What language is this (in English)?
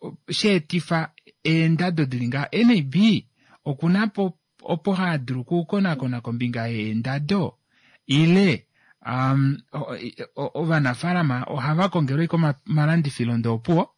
Kuanyama